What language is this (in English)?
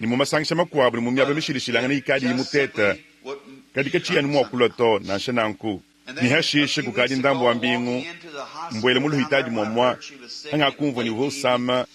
Luba-Lulua